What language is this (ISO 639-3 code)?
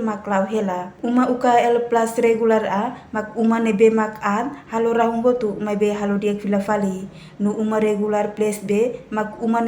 tet